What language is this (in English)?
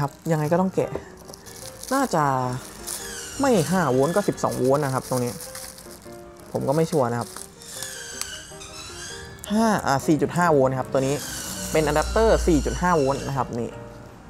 Thai